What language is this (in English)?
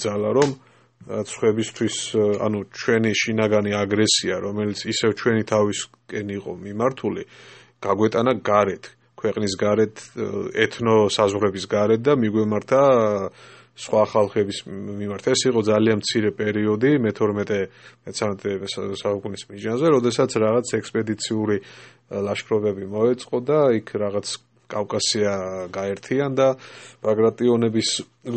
Georgian